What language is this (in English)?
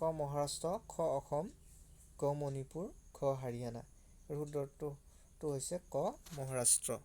Assamese